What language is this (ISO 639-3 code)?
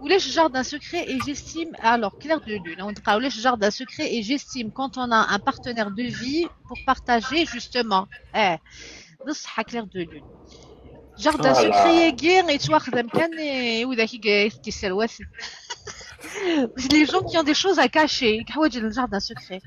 kab